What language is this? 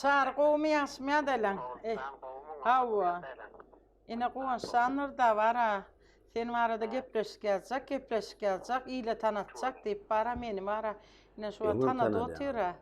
Turkmen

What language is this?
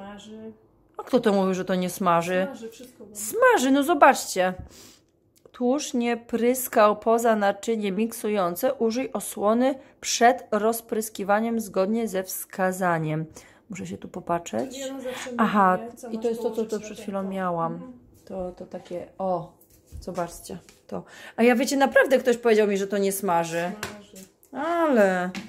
Polish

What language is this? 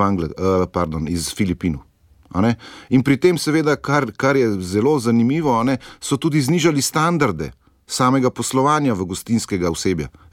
Slovenian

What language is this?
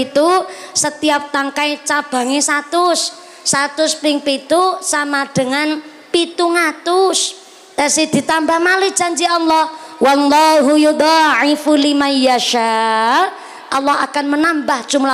Javanese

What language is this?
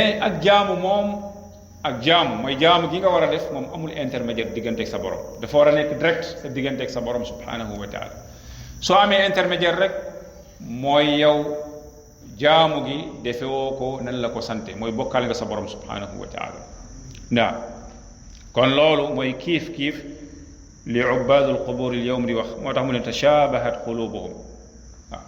Wolof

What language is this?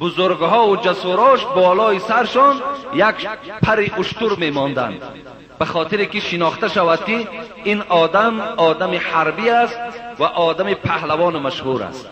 Persian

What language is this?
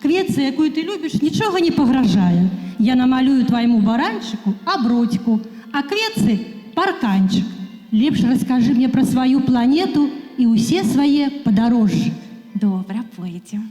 Belarusian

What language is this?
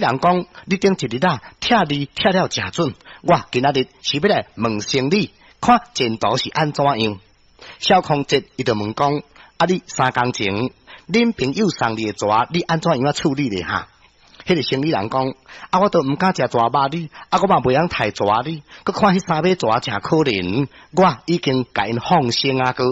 Min Nan Chinese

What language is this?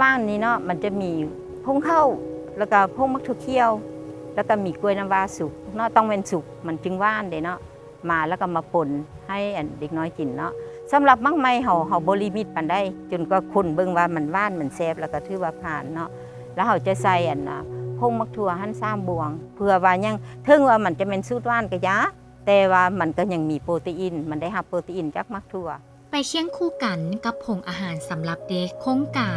Lao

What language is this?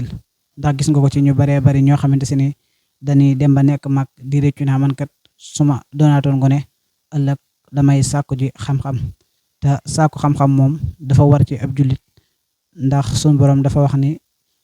Wolof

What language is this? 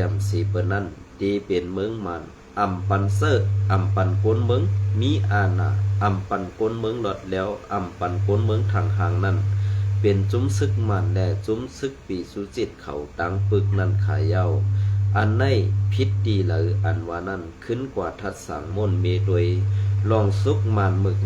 Shan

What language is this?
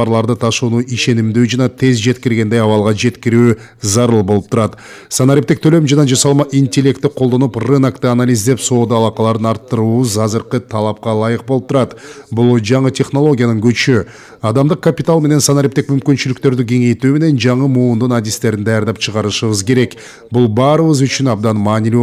Kyrgyz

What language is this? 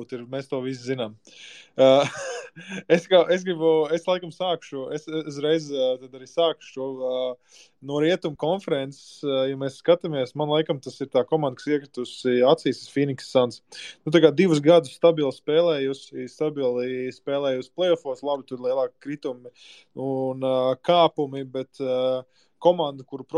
Latvian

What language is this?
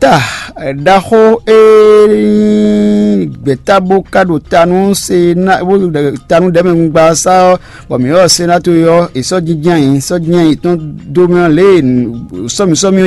Fon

